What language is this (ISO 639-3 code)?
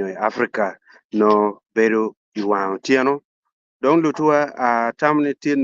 ach